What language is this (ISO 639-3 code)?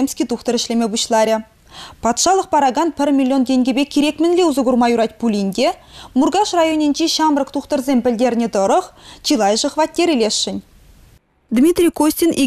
chv